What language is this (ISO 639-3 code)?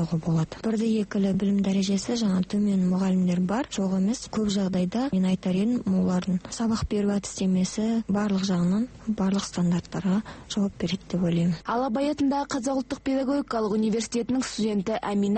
kaz